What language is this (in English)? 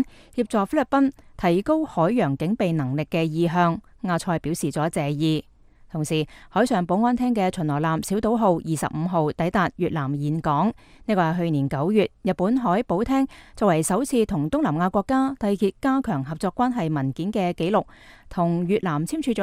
Cantonese